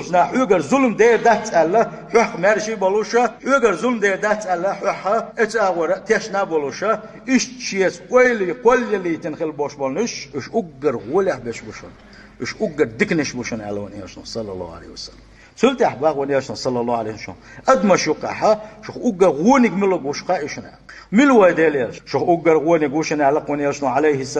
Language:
Chechen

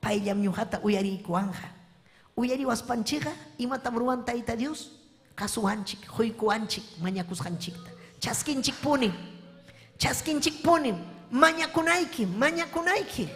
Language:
Ayacucho Quechua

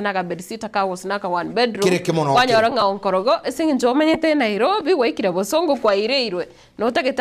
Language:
Gusii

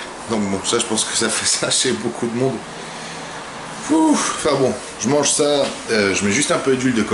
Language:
French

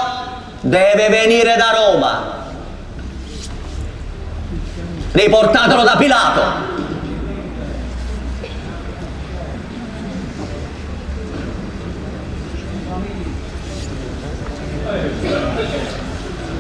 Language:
Italian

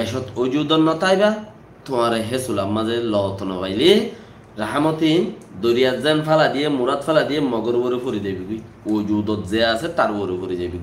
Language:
Rohingya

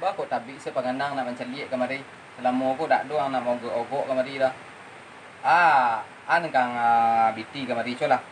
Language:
Minangkabau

